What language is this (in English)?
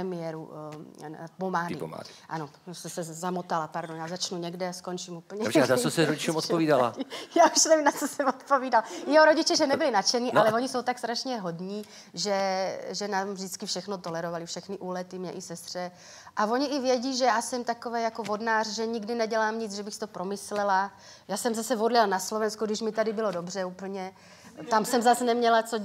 Czech